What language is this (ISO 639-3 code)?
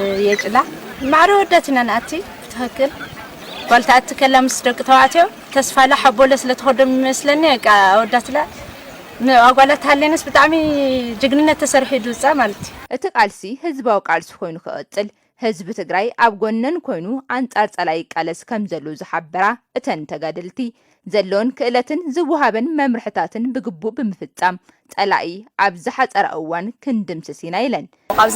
tir